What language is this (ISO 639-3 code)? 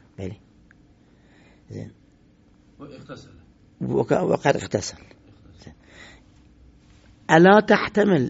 ara